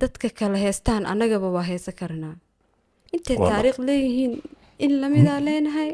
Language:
Somali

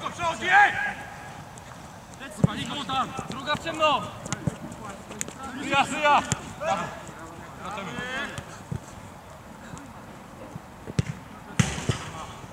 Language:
Polish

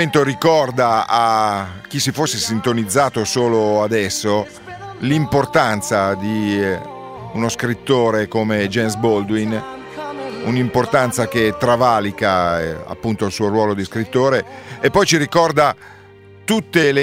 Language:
Italian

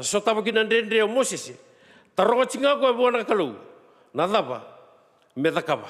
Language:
Fijian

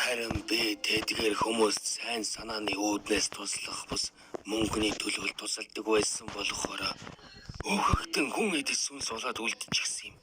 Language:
Mongolian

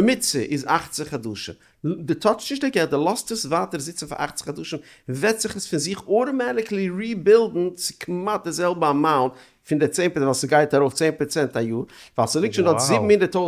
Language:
Yiddish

